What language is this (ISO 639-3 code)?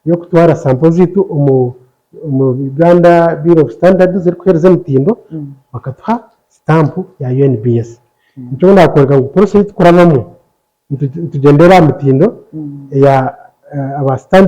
nyn